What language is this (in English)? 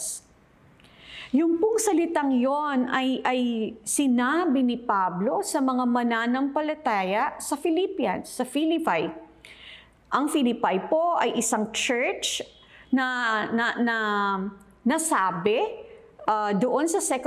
Filipino